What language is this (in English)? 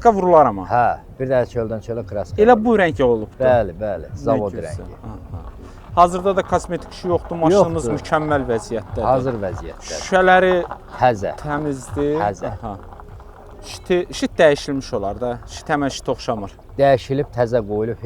Azerbaijani